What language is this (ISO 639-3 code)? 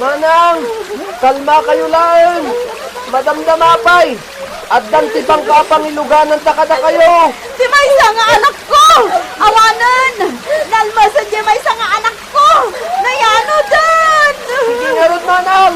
ilo